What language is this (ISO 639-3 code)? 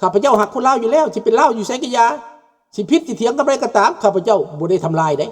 lao